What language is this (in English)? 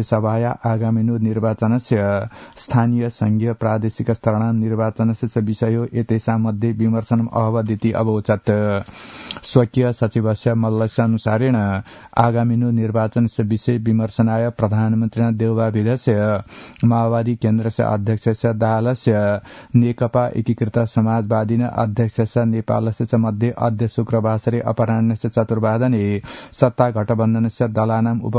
Sanskrit